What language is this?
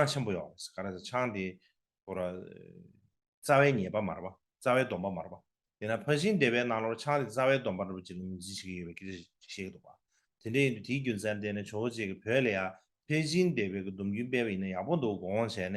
Tibetan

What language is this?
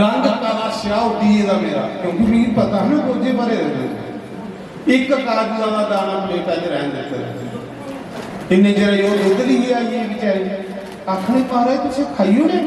Dogri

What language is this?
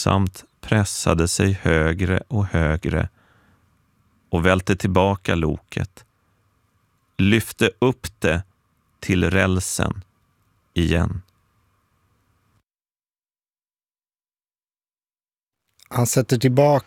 Swedish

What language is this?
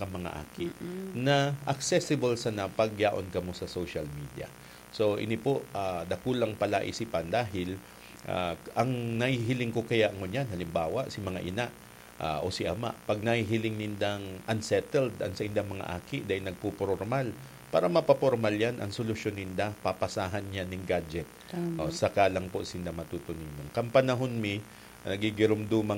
Bikol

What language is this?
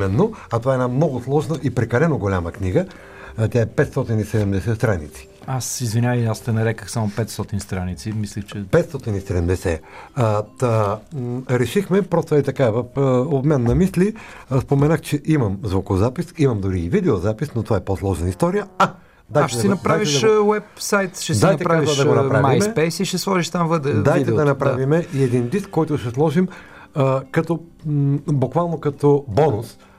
Bulgarian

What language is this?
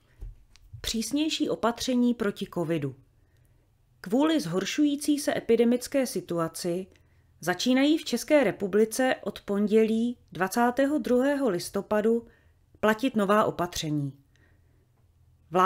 Czech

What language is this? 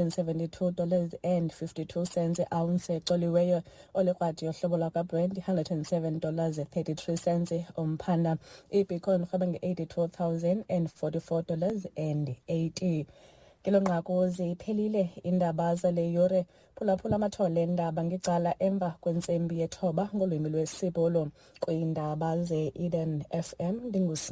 Xhosa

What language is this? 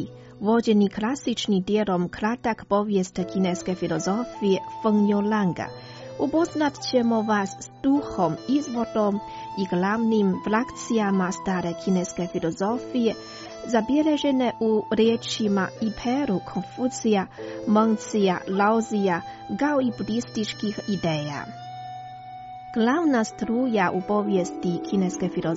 Croatian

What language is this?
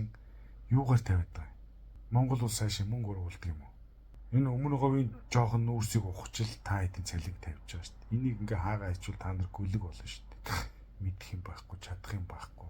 Mongolian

